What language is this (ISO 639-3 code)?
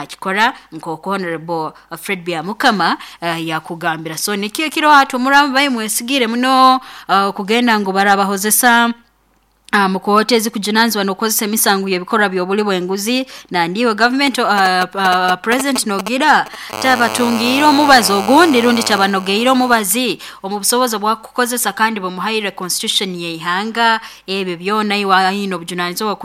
nyo